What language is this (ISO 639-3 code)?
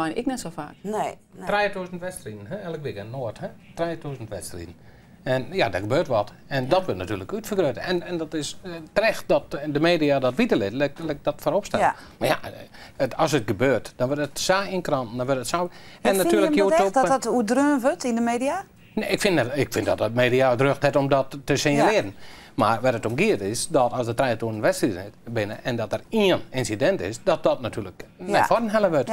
fry